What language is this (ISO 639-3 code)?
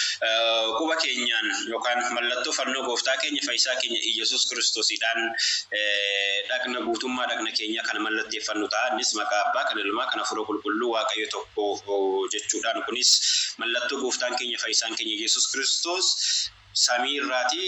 orm